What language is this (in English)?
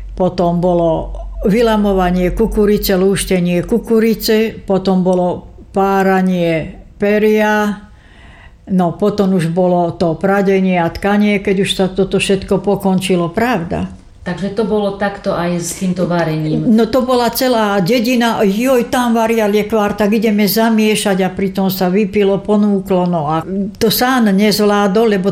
Slovak